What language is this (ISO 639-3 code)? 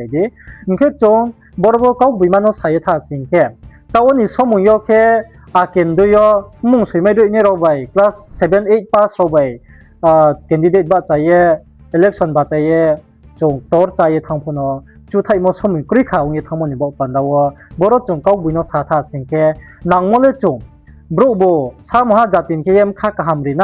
ria